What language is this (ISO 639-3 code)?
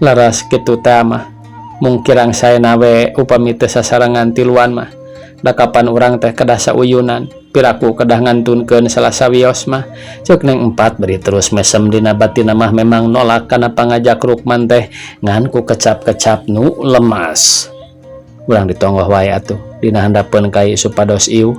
sun